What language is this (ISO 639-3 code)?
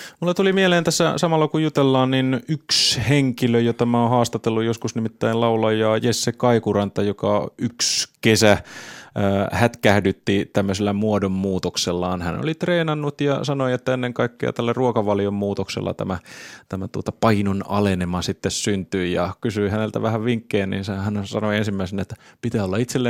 fin